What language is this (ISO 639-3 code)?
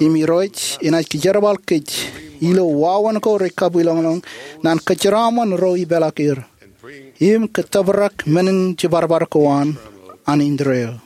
mah